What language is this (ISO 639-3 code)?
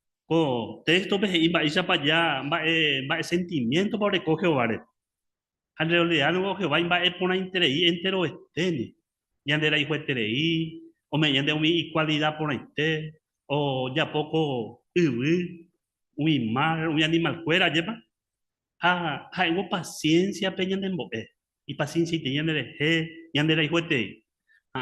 grn